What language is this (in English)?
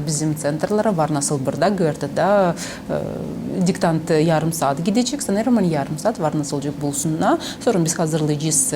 Gagauz